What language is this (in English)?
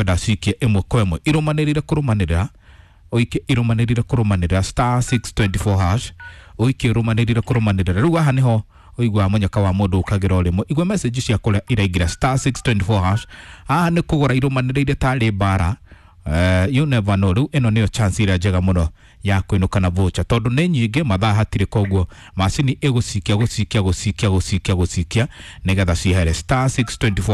Kikuyu